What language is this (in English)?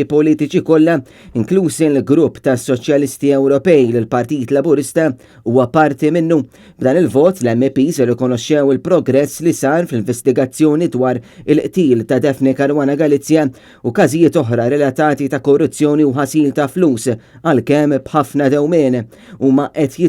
Maltese